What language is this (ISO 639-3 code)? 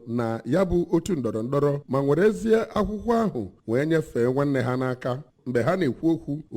ibo